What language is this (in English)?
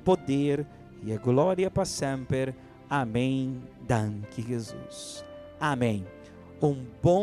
Papiamento